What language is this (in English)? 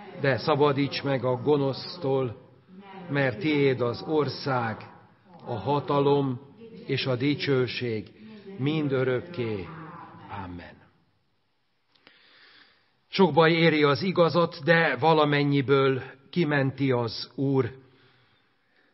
Hungarian